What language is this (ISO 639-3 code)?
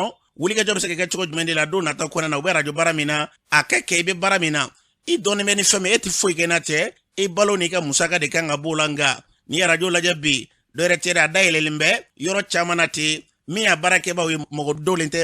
bam